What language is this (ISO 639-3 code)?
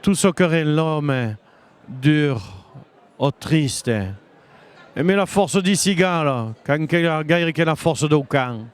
oci